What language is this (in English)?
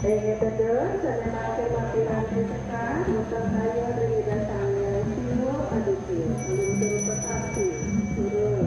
Balinese